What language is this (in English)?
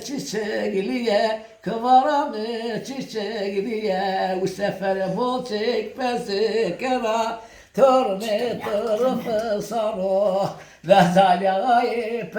Zaza